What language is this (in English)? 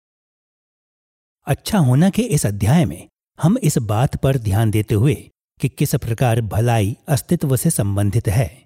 Hindi